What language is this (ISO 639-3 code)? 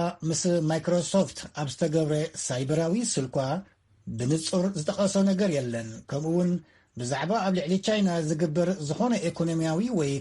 tir